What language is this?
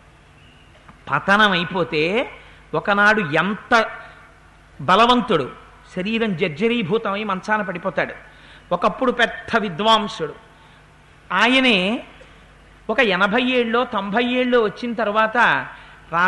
Telugu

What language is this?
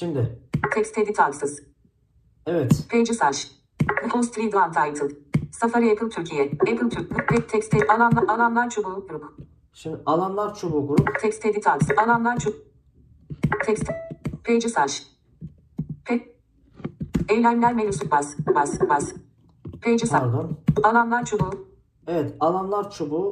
Turkish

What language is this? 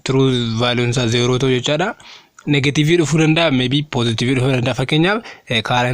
Oromo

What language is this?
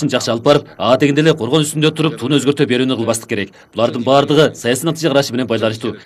Kyrgyz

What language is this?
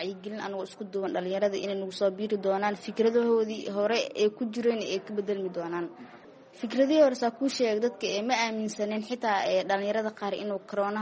Somali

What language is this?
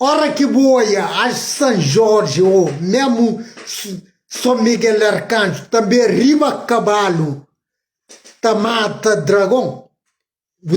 Kabuverdianu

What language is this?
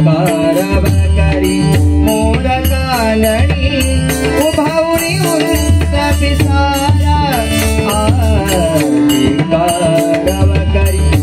Marathi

